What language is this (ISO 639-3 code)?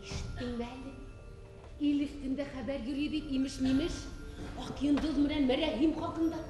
bak